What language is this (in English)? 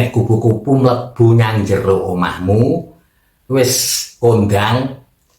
Javanese